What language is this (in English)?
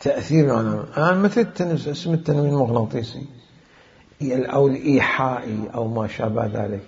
Mesopotamian Arabic